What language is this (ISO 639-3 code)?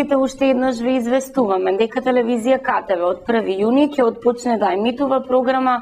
mkd